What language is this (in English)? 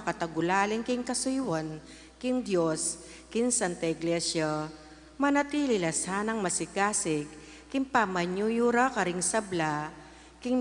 Pampanga